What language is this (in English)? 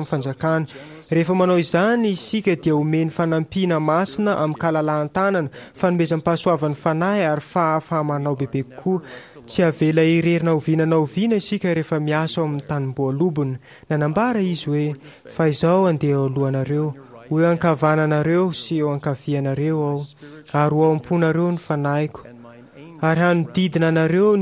Malagasy